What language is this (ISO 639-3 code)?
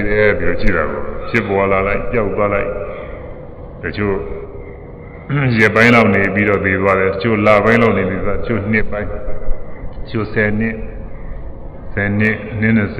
mya